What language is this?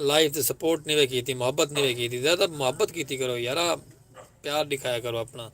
Saraiki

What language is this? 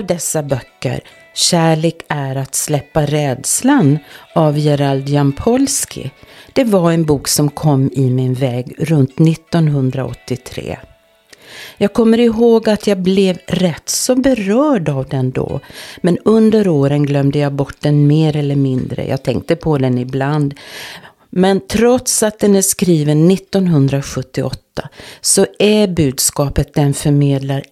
Swedish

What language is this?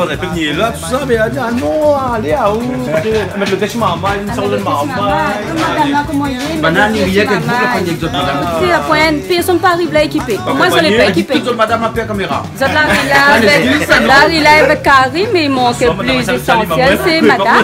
Réunion Creole French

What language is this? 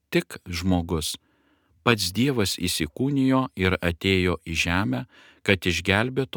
Lithuanian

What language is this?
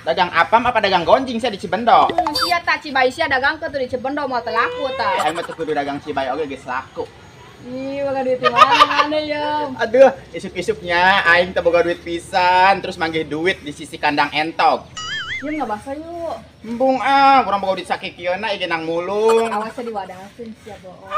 Sundanese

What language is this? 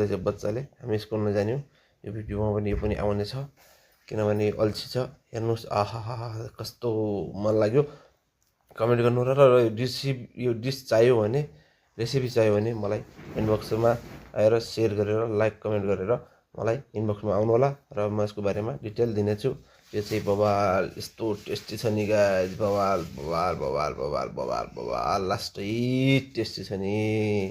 Nepali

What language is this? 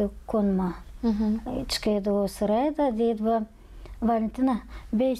Gagauz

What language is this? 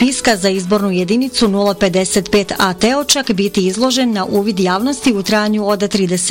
Bosnian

